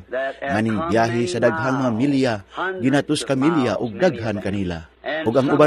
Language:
Cebuano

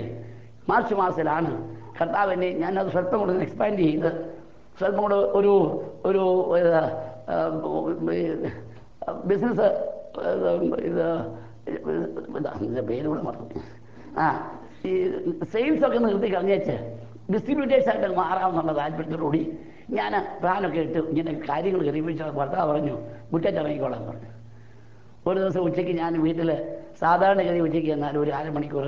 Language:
Malayalam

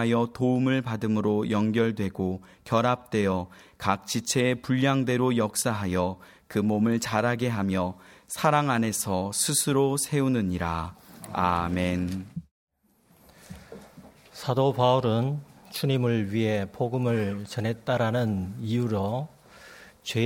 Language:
Korean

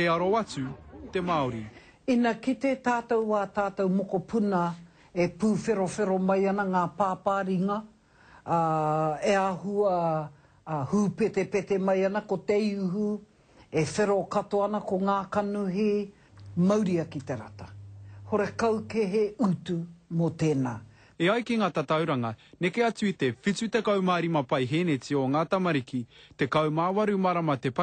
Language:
Māori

